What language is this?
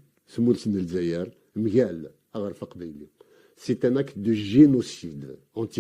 Kabyle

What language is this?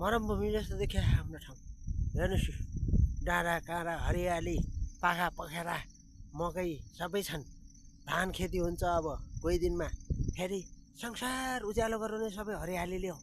Nepali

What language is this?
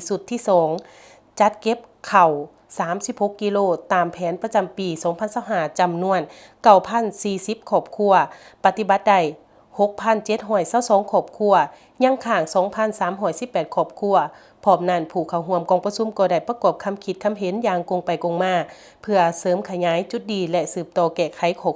Lao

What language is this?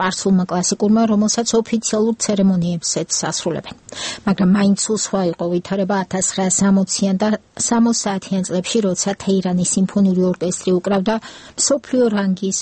Georgian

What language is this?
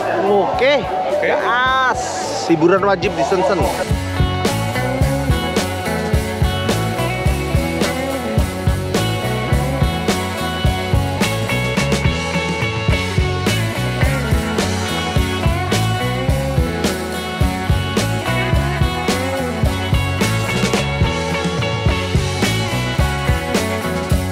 Indonesian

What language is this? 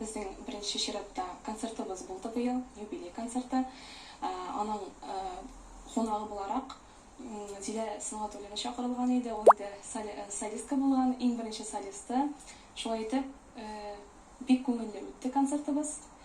Tatar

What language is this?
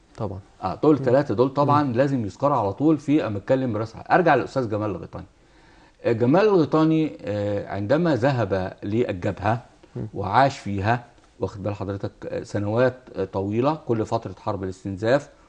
Egyptian Arabic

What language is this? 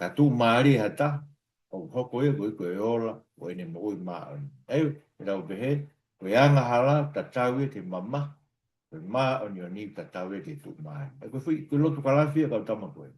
Tongan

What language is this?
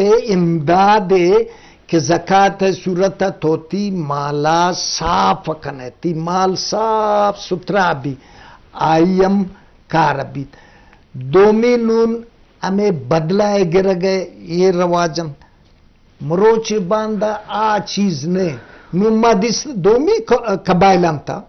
Eastern Balochi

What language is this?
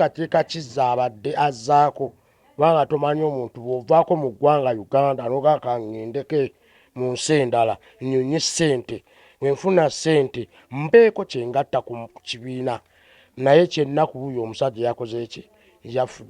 Ganda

